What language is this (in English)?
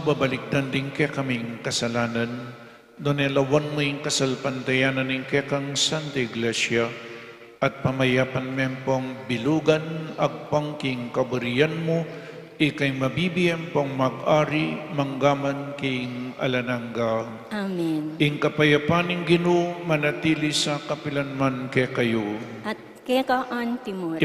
Pampanga